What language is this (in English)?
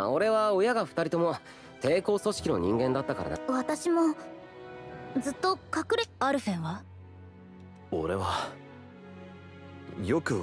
Japanese